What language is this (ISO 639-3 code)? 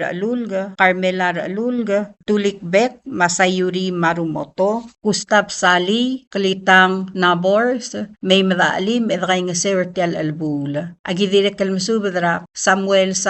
pau